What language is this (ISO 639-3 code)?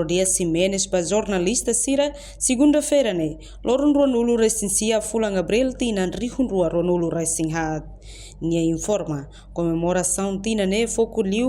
tet